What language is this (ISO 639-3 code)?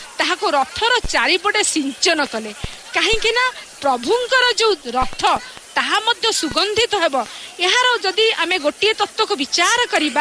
ori